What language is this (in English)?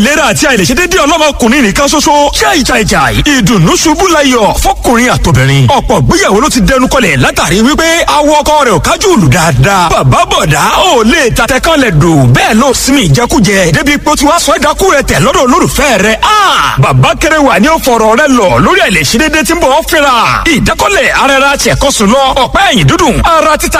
Yoruba